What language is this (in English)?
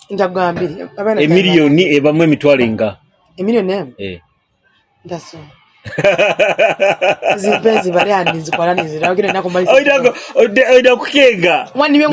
Nyoro